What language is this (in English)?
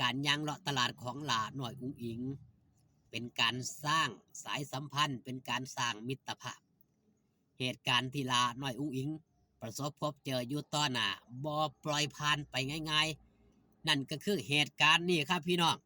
Northeastern Thai